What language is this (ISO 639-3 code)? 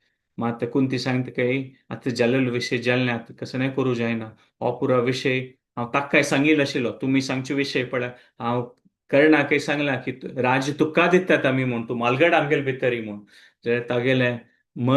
kok